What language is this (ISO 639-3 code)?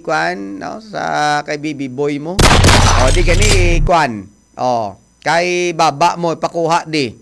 hil